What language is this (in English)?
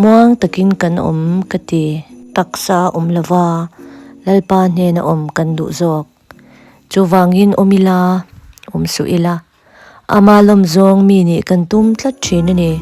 Mizo